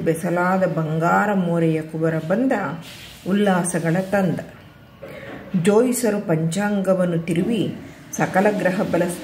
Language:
Kannada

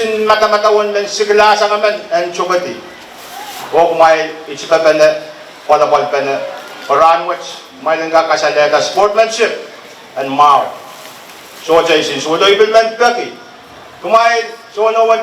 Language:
Pohnpeian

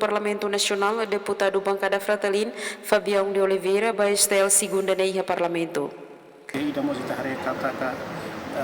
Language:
Tetum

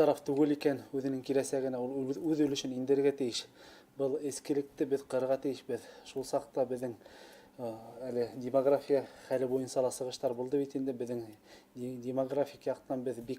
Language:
Bashkir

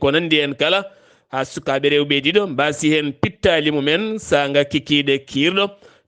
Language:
Fula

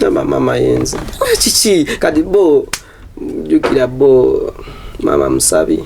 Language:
Ganda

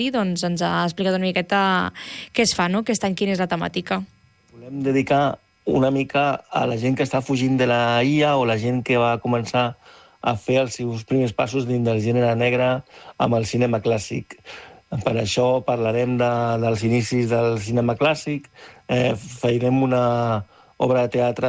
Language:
Catalan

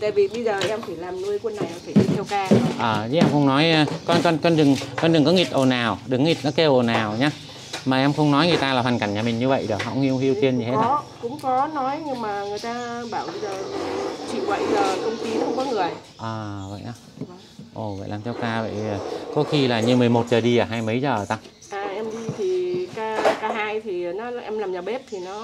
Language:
Vietnamese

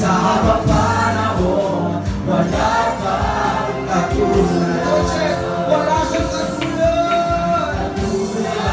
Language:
Cebuano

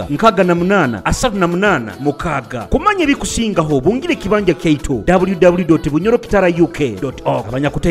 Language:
Nyoro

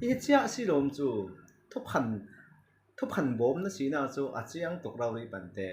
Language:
Falam Chin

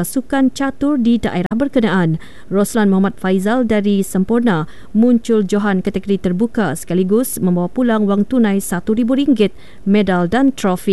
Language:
Malay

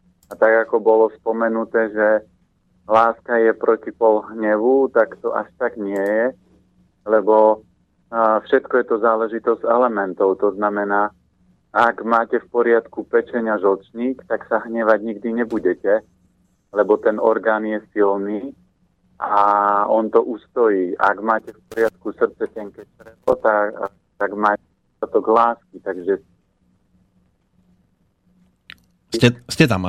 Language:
Slovak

